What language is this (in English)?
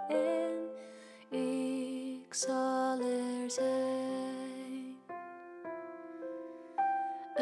Dutch